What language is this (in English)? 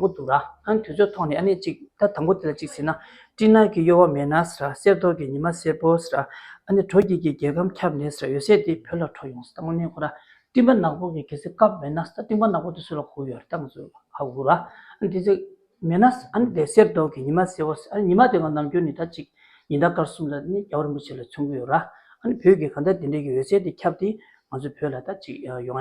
Tibetan